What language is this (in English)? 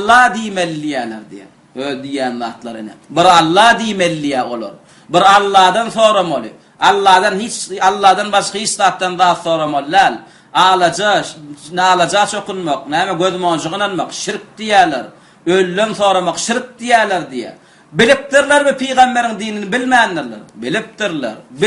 Turkmen